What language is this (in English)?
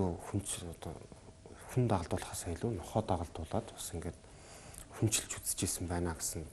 Mongolian